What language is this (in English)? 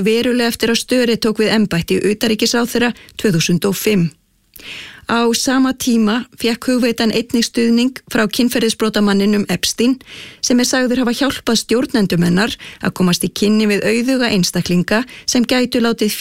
Icelandic